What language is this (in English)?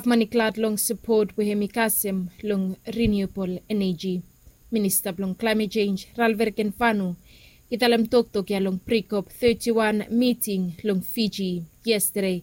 Bislama